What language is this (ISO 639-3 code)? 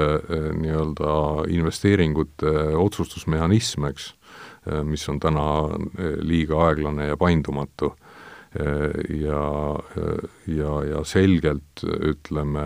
est